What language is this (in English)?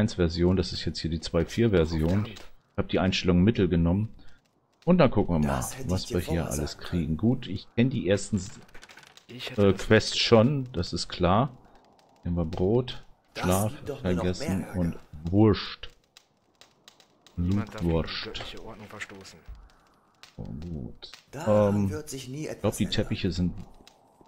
German